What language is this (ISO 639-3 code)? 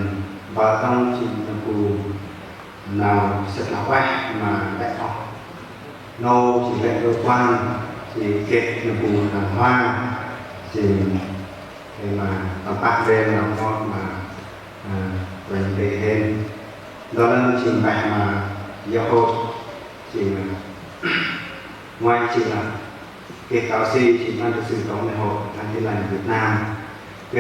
cmo